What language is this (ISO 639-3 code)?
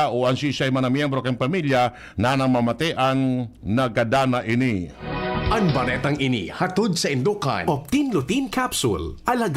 bik